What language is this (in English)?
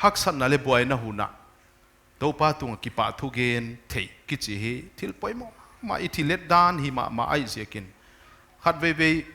Paite Chin